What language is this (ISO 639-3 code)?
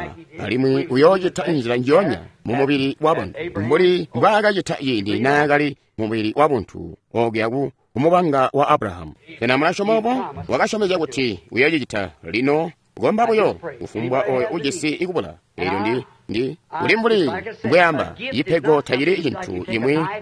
toi